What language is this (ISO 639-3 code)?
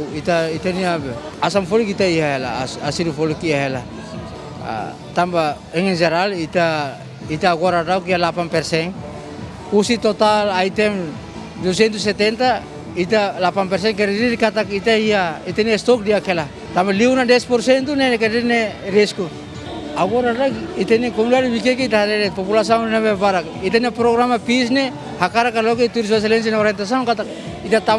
tet